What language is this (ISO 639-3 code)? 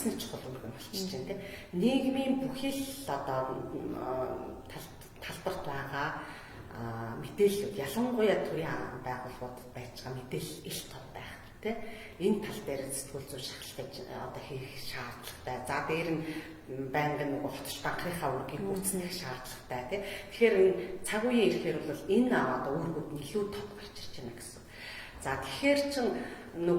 mon